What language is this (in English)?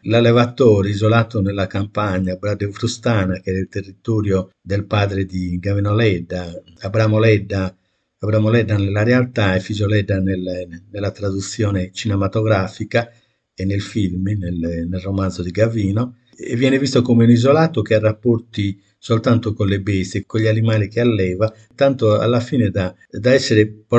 Italian